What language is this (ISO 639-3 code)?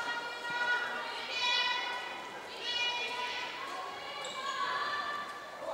isl